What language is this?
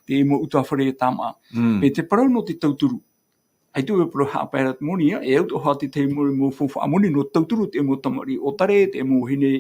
Tahitian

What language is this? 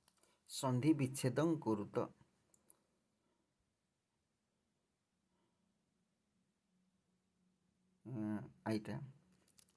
Odia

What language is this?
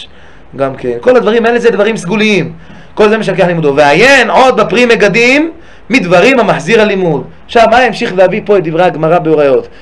Hebrew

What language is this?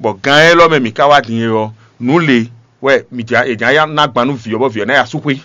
Fon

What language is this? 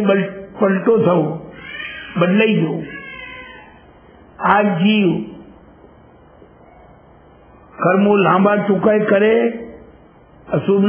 Gujarati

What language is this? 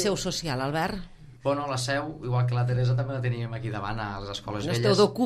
Catalan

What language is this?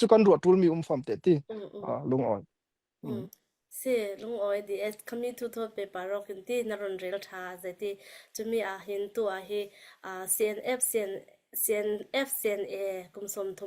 Falam Chin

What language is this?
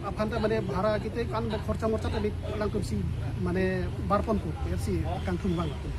Karbi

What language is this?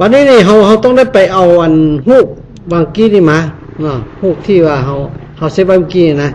Lao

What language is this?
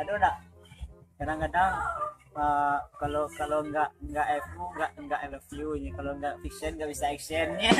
Minangkabau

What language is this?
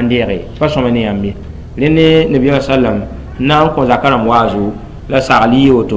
Mossi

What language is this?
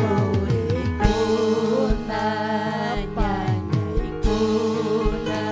Ayacucho Quechua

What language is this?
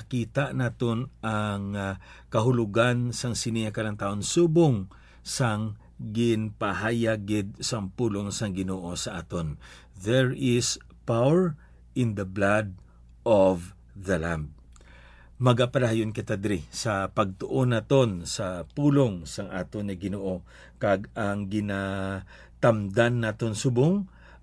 Hiligaynon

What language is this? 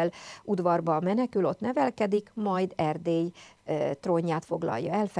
Hungarian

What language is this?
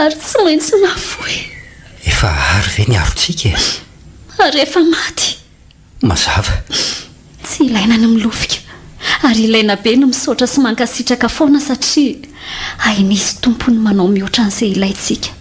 Malagasy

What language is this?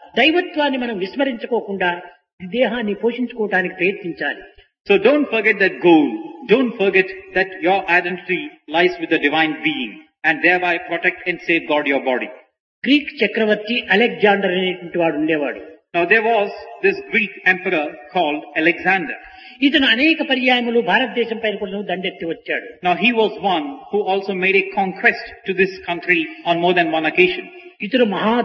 Telugu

